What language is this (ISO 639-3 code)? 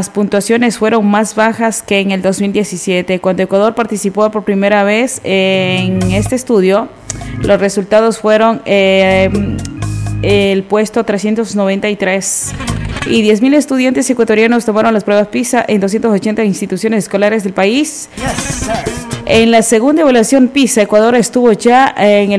spa